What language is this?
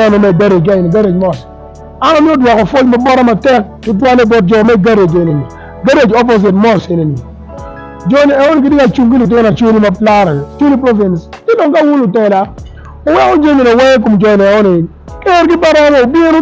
Acoli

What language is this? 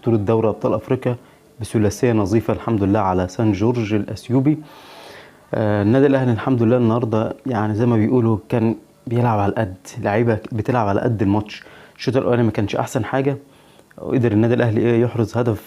Egyptian Arabic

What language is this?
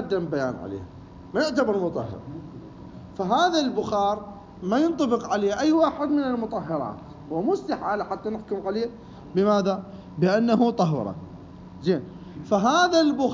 Mesopotamian Arabic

